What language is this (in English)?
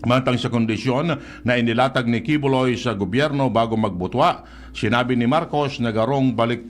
Bikol